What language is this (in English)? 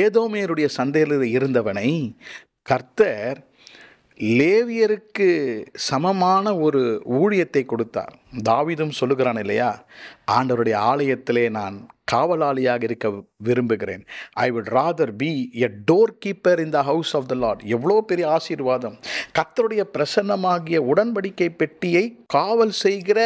Tamil